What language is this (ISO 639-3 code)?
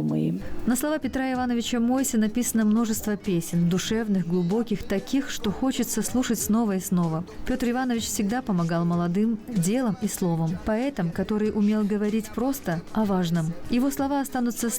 gag